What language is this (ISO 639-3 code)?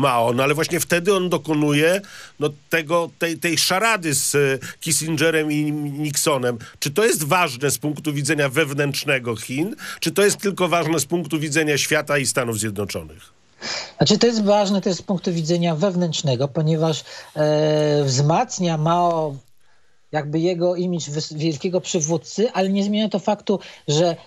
pol